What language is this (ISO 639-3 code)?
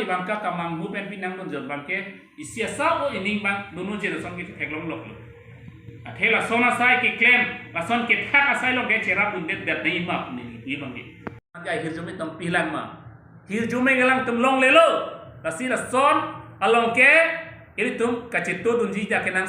mjw